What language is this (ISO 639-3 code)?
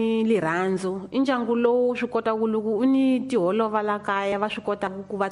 tso